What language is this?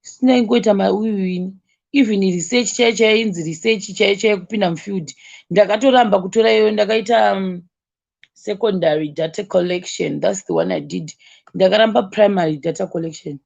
Shona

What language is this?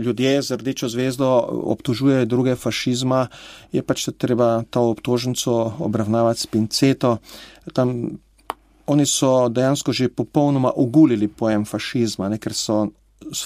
Slovenian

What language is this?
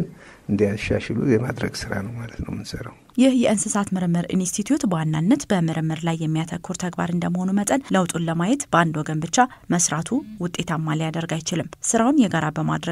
Amharic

